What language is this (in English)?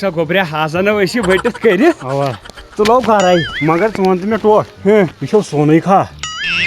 Kashmiri